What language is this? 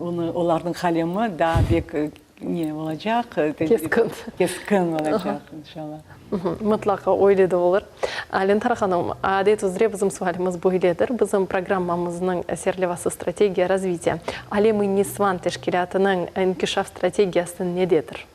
Crimean Tatar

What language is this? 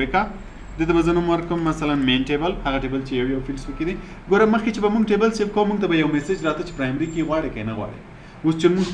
Pashto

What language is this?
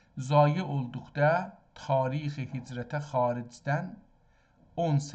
South Azerbaijani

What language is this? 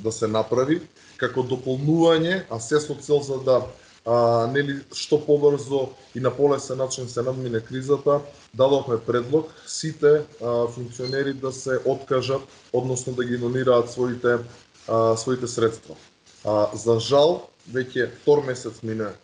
Macedonian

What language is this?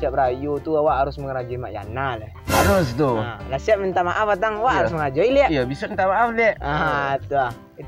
Minangkabau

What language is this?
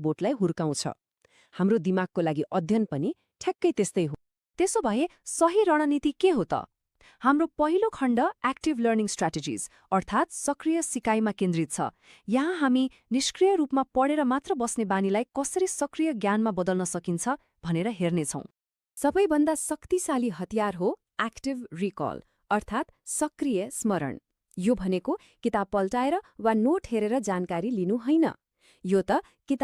Nepali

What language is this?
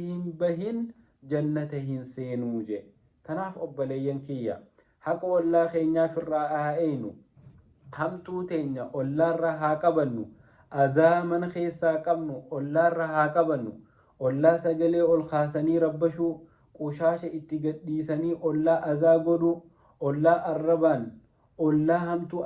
Oromo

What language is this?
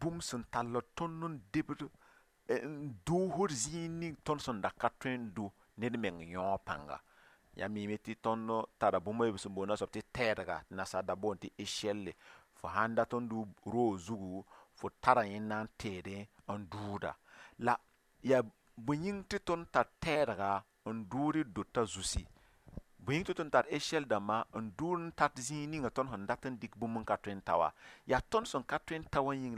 Mossi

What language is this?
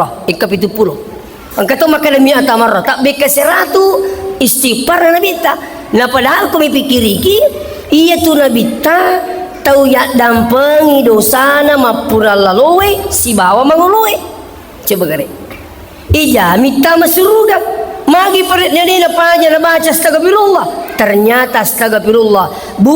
Buginese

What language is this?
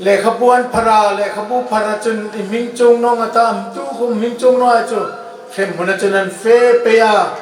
Hmar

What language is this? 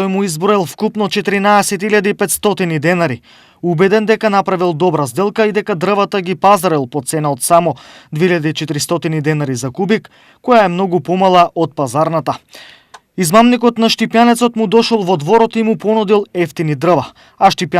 Macedonian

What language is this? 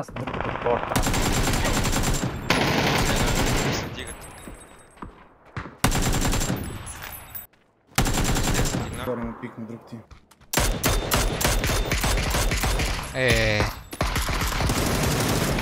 Bulgarian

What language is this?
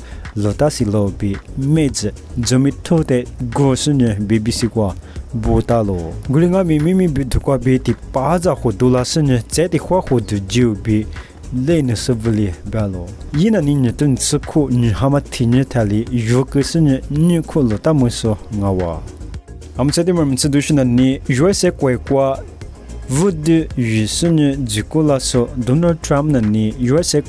Lisu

